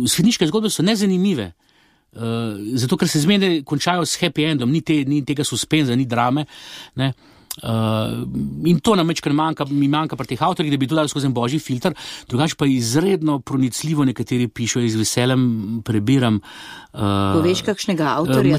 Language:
Slovenian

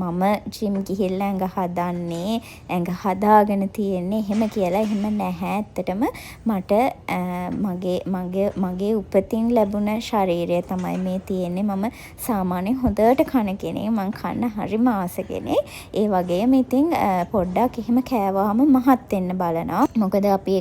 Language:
Sinhala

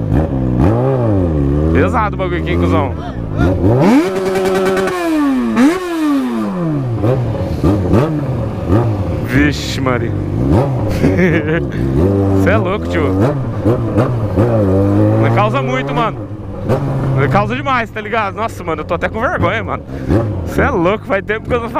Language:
Portuguese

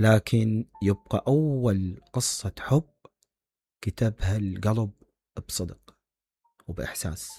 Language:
Mesopotamian Arabic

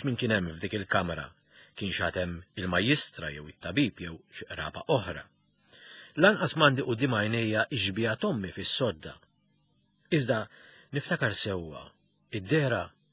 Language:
Maltese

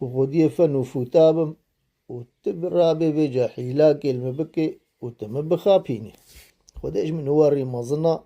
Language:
Kurdish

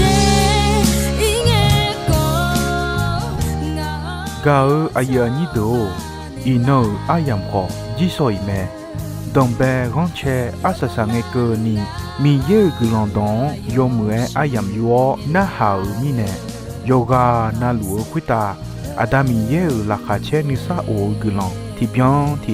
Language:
Akha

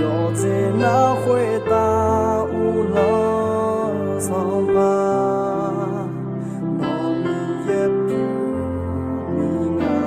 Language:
Akha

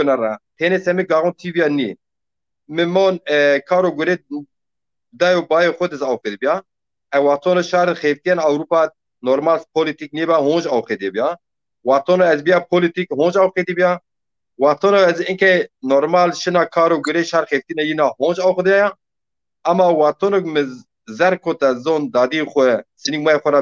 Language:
Zaza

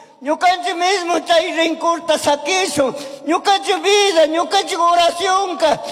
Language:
Chimborazo Highland Quichua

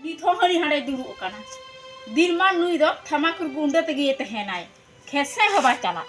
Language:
Santali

